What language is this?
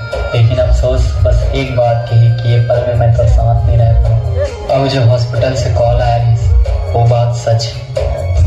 Chhattisgarhi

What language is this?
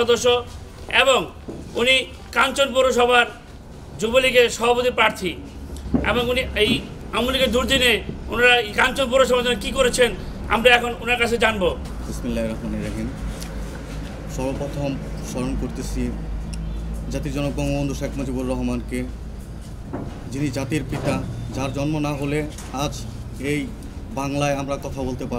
Bangla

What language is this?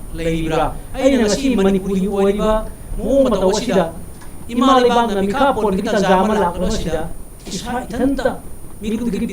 Manipuri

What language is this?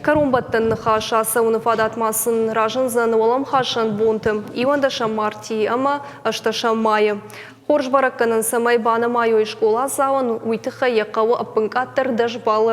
Ossetic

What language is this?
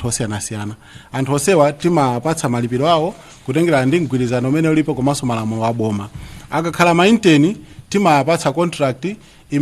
Nyanja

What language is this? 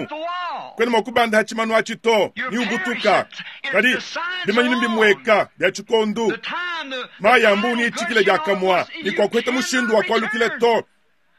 Luba-Lulua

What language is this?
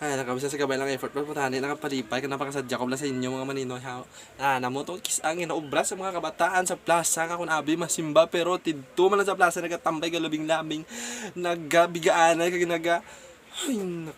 Hiligaynon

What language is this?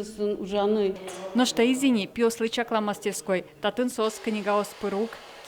Udmurt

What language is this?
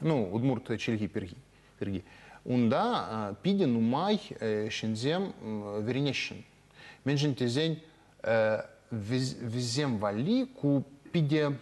Chuvash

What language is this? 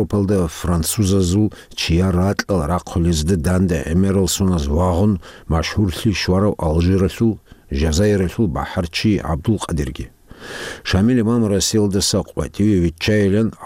Avaric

